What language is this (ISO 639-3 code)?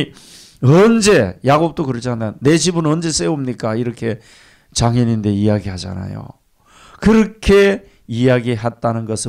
kor